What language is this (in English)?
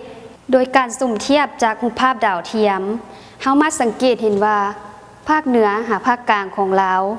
Lao